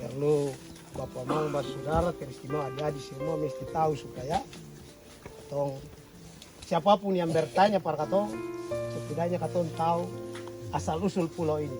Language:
Ambonese Malay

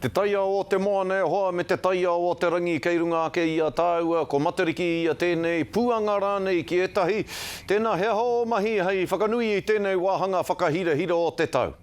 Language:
Māori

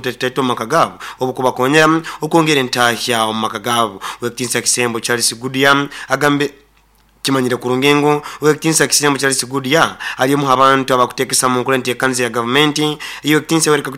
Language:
Nyoro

